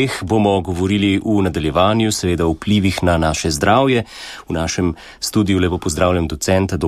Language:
Slovenian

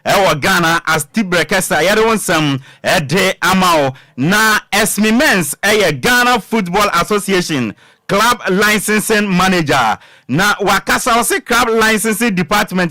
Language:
Akan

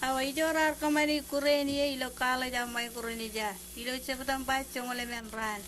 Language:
Marshallese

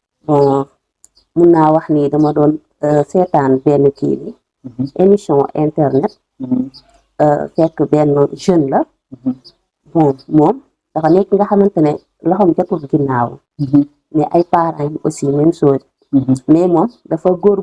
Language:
Wolof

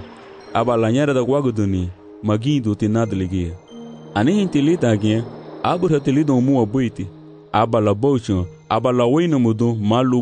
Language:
Garifuna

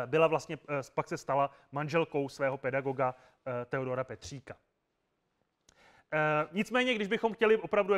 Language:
Czech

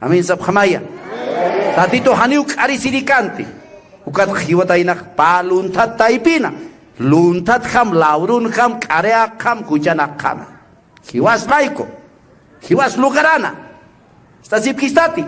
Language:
Aymara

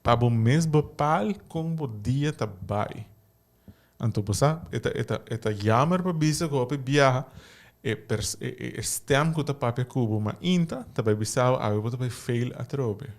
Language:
Papiamento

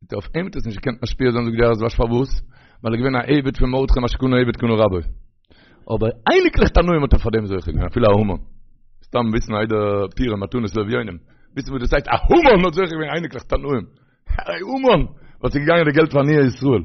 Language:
Yiddish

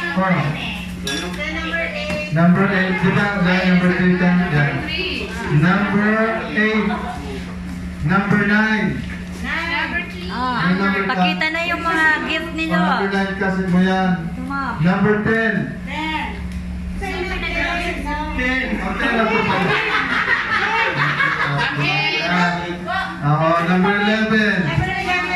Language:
Filipino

